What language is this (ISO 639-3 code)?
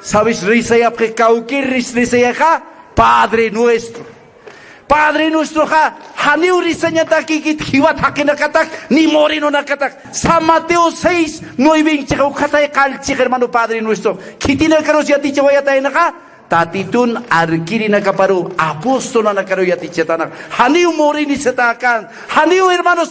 aym